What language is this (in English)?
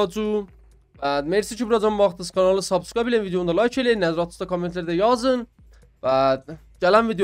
South Azerbaijani